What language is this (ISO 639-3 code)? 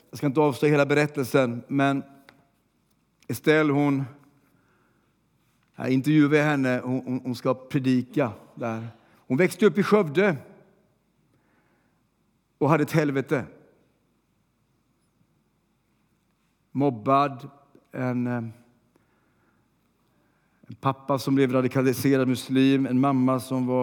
swe